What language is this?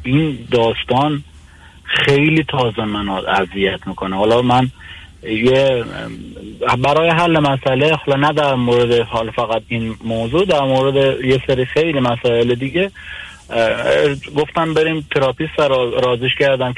Persian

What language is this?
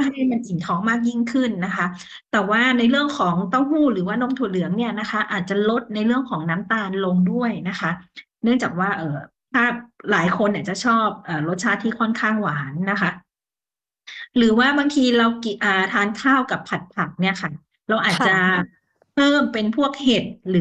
Thai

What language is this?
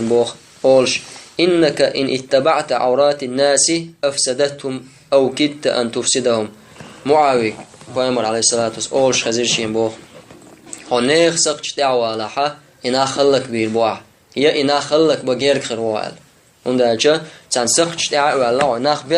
Chechen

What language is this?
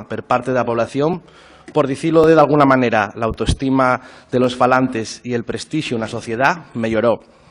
Asturian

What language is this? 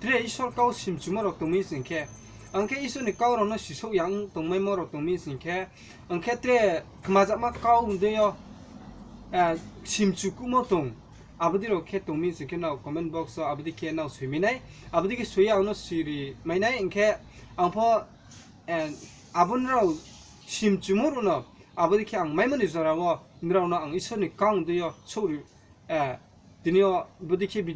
Riang (India)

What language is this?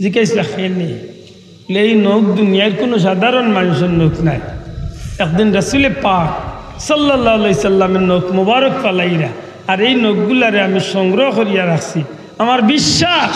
Sylheti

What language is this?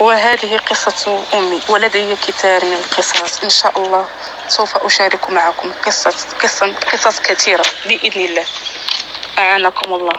North Levantine Arabic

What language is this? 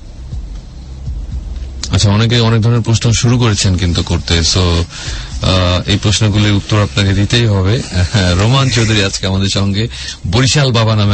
Bangla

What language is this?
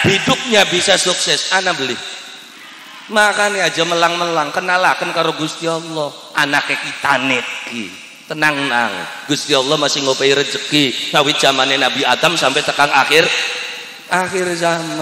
Javanese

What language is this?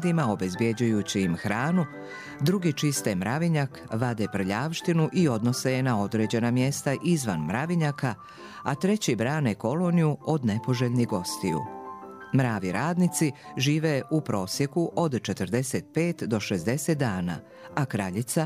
Serbian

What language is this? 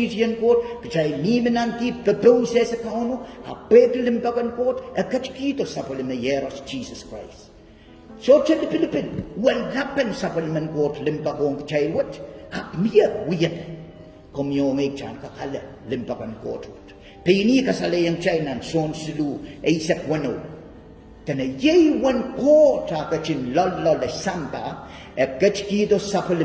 Pohnpeian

